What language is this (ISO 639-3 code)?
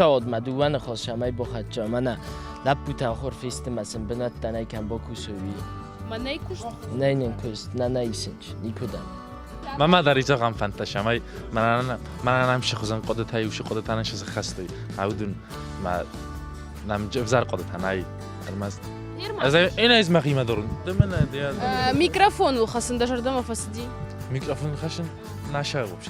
oss